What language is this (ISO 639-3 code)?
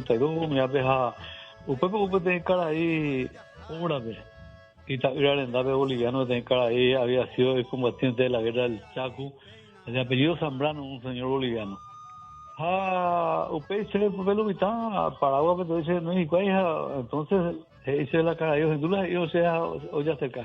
grn